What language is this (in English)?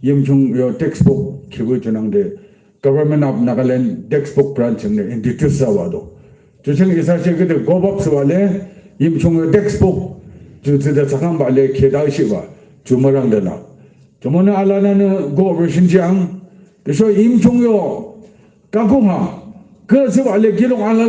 Yimchungru Naga